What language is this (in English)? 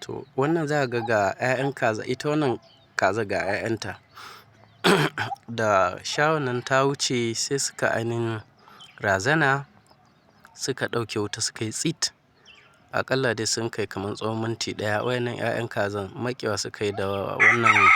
Hausa